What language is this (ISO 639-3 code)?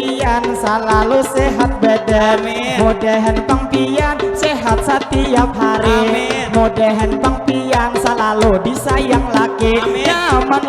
bjn